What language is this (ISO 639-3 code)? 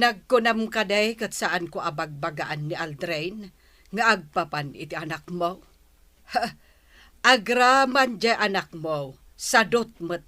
ilo